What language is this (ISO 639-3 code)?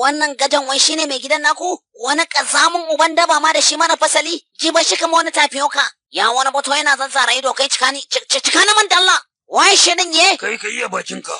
hau